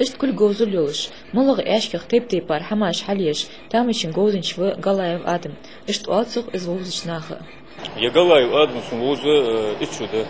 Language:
Ingush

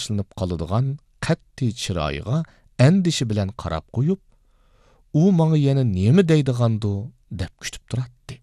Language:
Uyghur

